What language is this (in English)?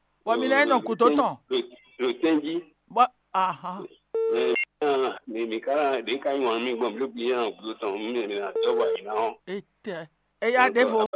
Fon